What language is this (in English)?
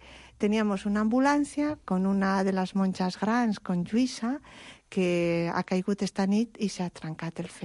Catalan